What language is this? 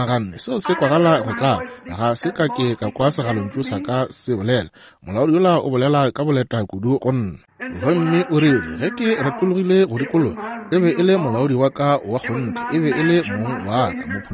Northern Sotho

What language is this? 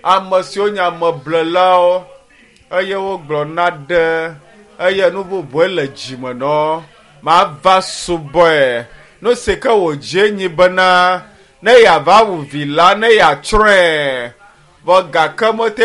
Ewe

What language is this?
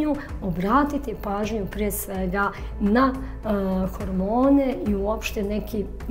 Serbian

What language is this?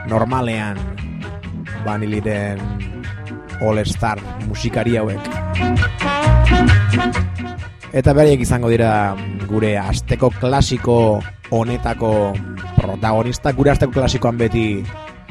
Basque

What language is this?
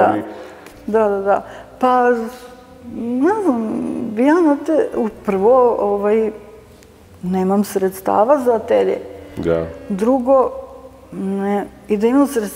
Serbian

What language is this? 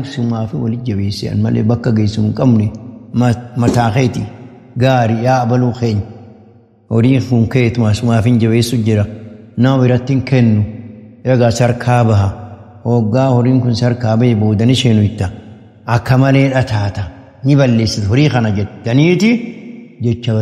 Oromo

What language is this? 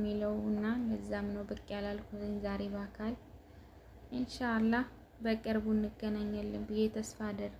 Amharic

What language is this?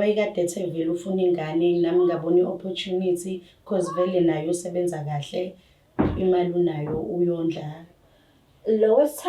Zulu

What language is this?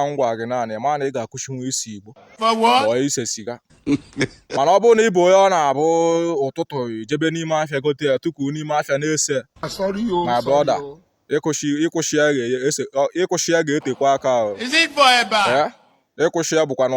Igbo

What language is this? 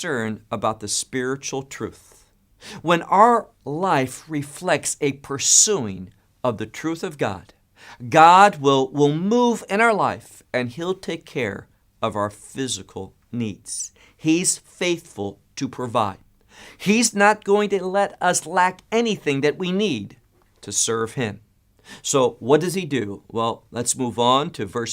English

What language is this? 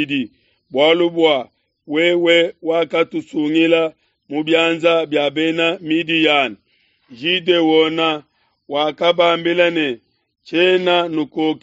Luba-Lulua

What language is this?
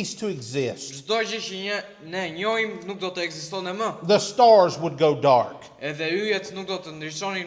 Albanian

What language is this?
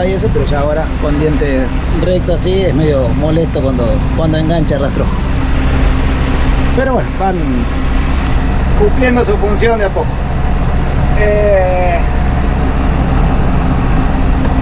Spanish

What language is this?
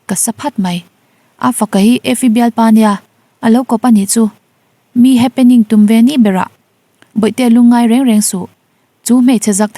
Mizo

